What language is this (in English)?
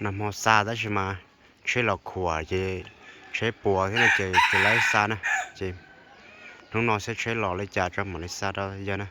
Hmong